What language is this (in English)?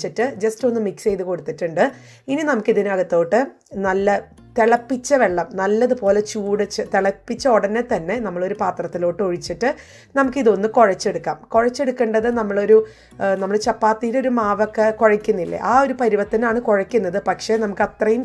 Malayalam